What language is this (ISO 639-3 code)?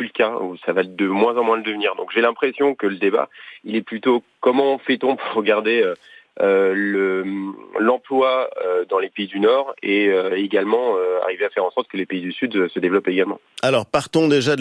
fra